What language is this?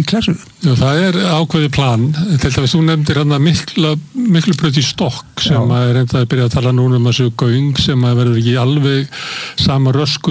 Icelandic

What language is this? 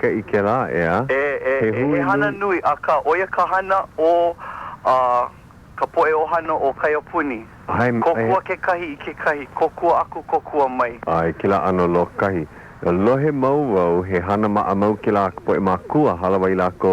Hawaiian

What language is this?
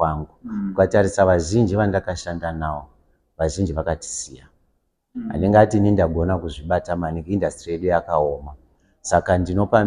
Shona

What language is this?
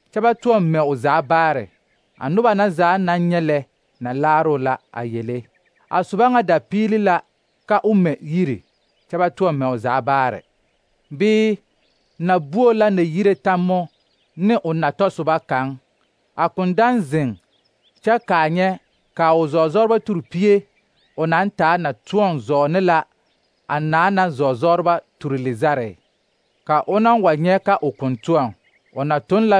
Southern Dagaare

